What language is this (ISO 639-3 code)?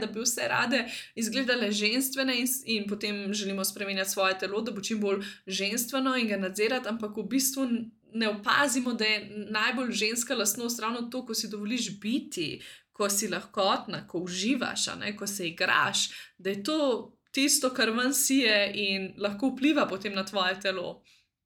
slv